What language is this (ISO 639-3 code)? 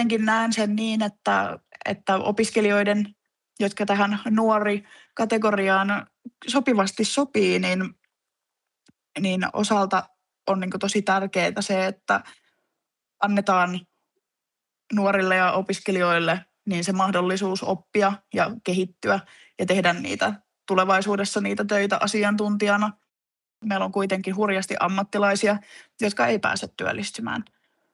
fin